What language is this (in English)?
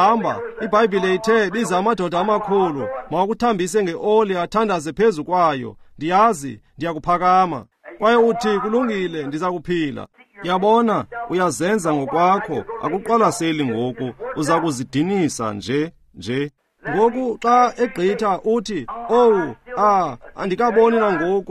Xhosa